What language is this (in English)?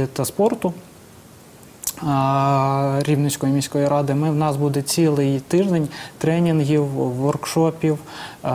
Ukrainian